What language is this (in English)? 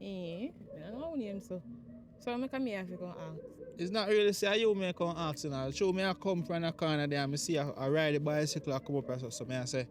Jamaican Creole English